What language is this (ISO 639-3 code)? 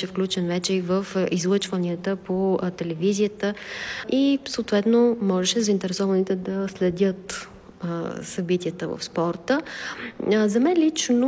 bul